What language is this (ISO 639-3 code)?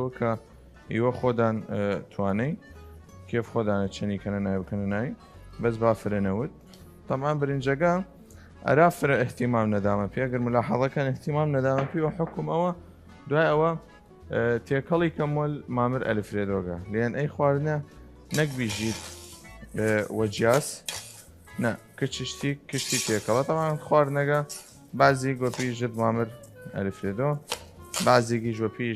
sdh